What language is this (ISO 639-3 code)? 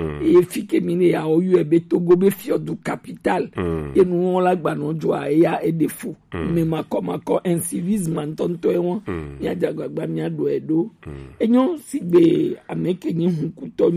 gej